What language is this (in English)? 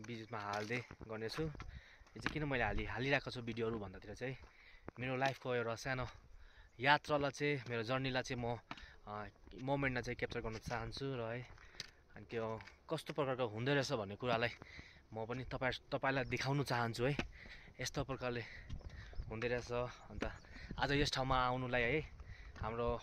Nepali